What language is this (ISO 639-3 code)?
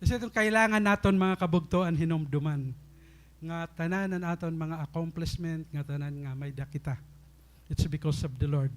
war